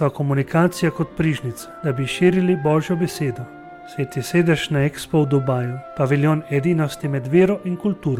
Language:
Slovenian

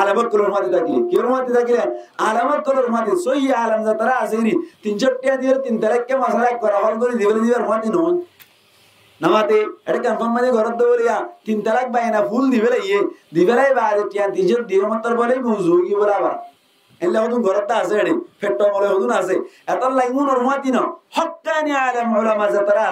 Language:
Rohingya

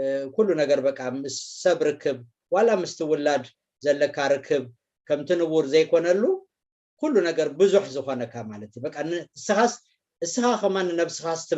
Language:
Tigrinya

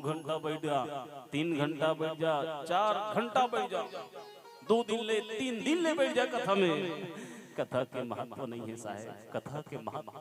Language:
Chhattisgarhi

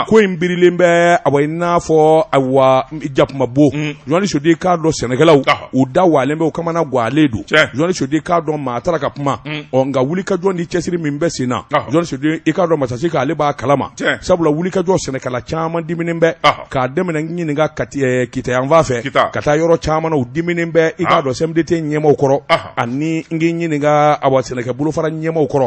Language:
Bambara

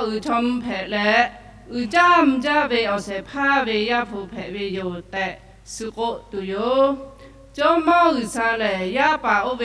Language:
Lahu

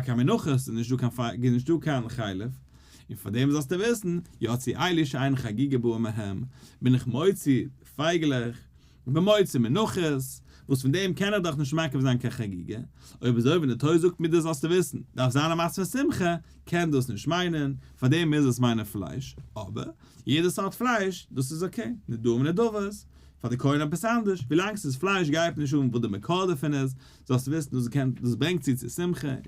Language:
Yiddish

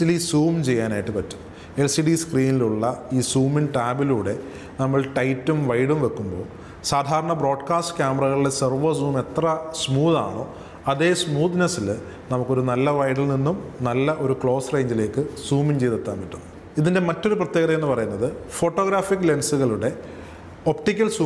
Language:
Malayalam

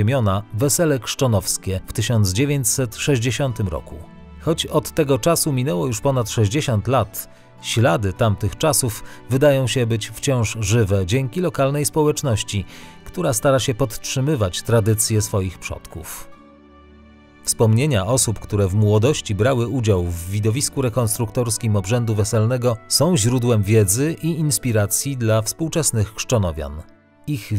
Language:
Polish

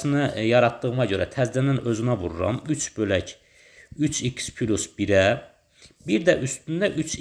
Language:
Azerbaijani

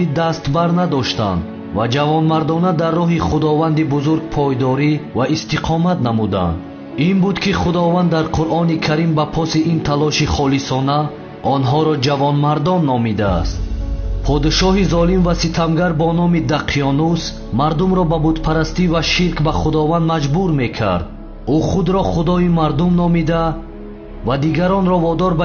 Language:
Tajik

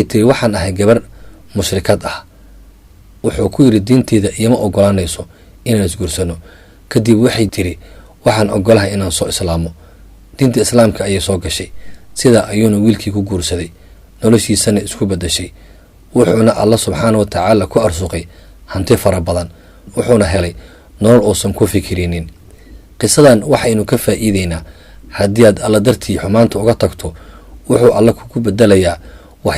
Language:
Somali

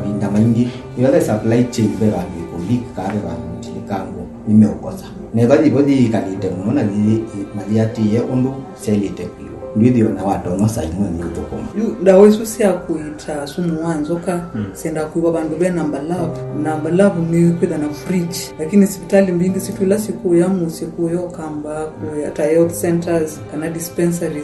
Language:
Kamba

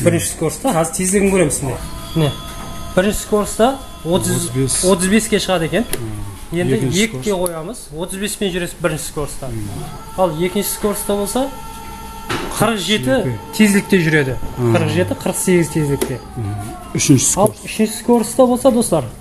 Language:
Kazakh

